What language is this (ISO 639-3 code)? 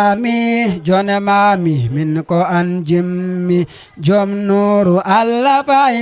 ful